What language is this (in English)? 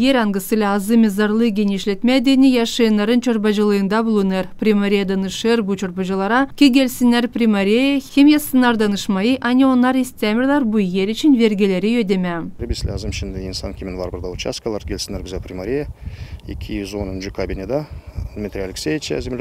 Gagauz